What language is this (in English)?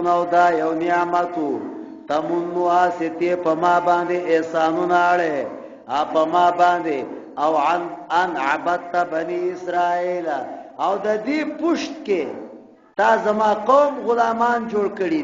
Pashto